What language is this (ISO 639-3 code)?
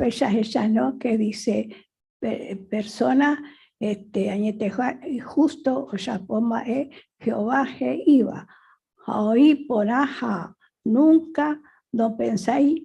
grn